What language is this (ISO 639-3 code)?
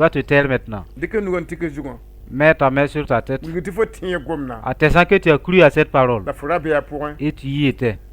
mos